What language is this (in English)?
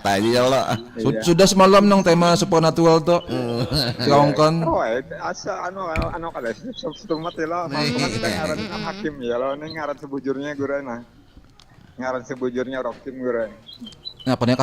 Banjar